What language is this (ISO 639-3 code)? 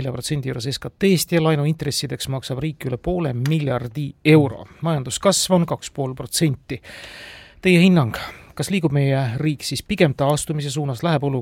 est